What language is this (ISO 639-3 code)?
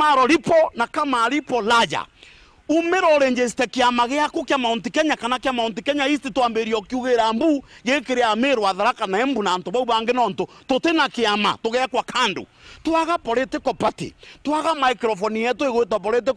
mer